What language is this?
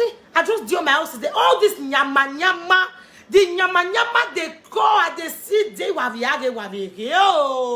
Nigerian Pidgin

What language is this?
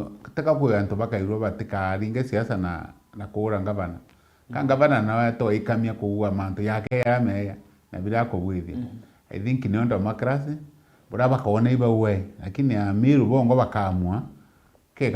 Meru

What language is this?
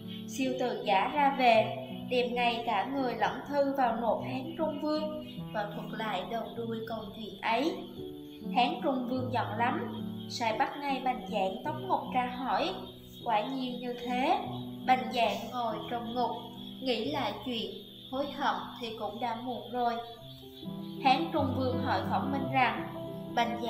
Vietnamese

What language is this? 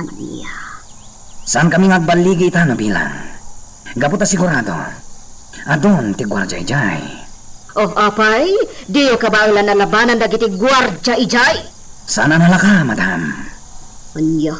Iloko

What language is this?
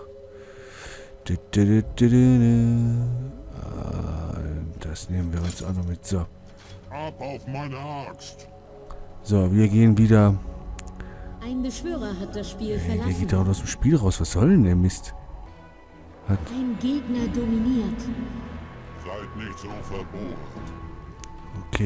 German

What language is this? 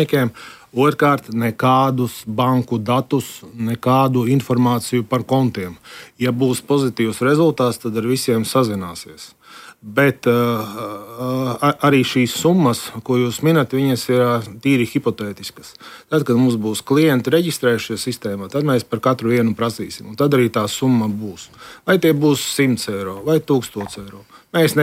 Latvian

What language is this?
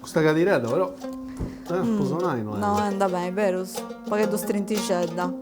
Sardinian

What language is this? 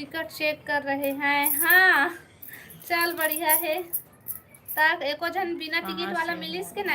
Chhattisgarhi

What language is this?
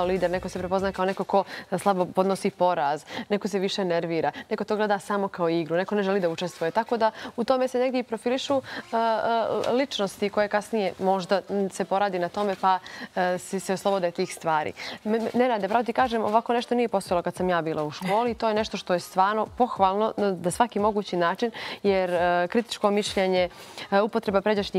Bosnian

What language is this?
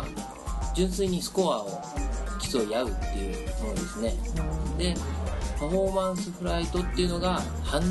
Japanese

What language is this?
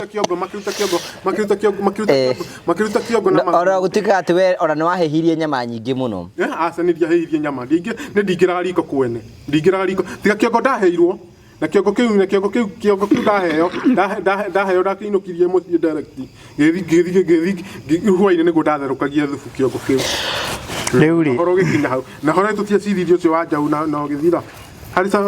Kikuyu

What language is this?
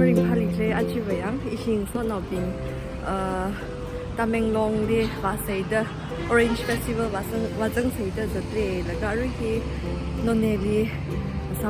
Tangkhul Naga (India)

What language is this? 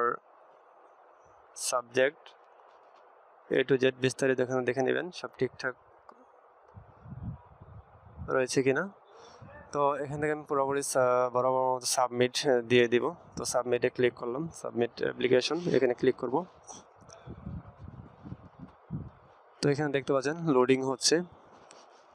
Bangla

